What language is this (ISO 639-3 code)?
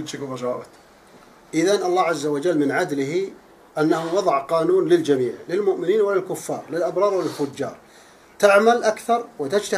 bos